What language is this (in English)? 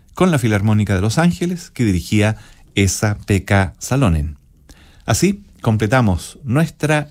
Spanish